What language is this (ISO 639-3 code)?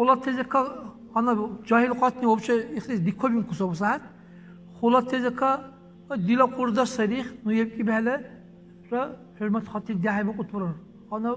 dar